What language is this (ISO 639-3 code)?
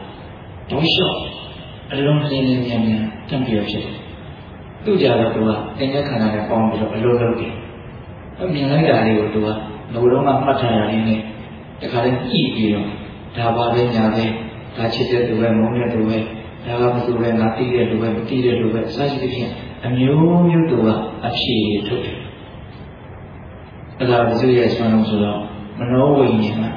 mya